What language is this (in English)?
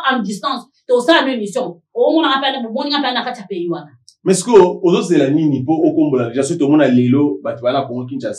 Lingala